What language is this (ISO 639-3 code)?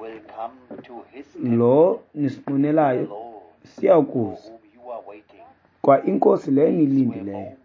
xho